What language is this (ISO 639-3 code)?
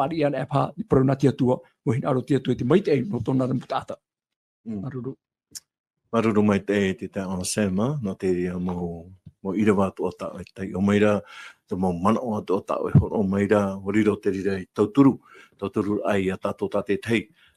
tah